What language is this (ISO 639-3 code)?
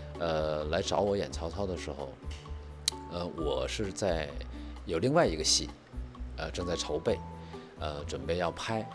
zho